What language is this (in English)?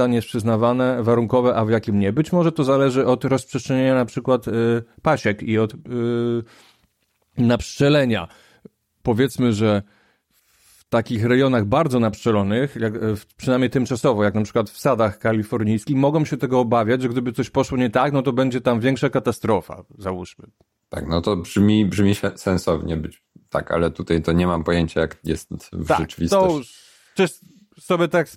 Polish